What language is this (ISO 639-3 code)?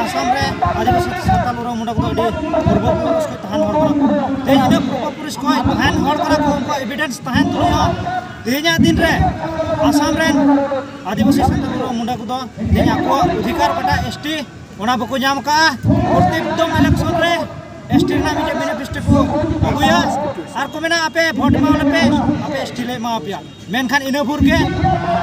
sat